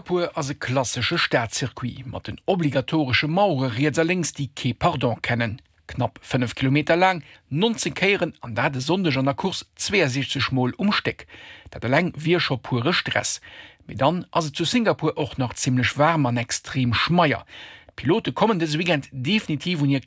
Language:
Luxembourgish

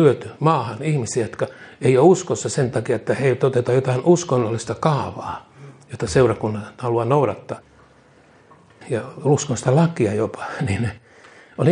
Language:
Finnish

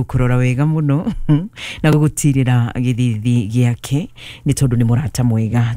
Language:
Kikuyu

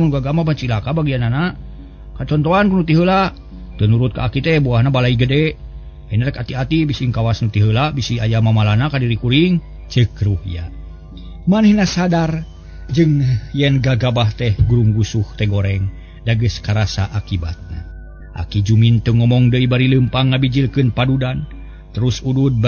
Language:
Sundanese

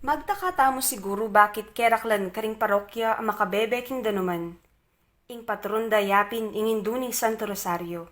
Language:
Pampanga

